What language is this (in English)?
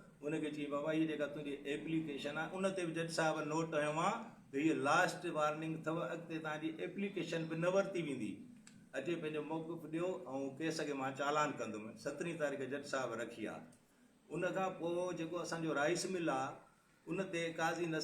Sindhi